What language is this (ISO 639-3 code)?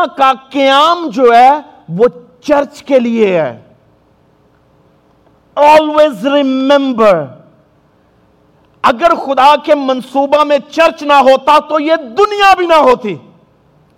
urd